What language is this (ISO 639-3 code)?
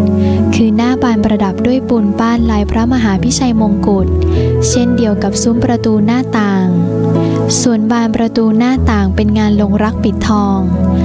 tha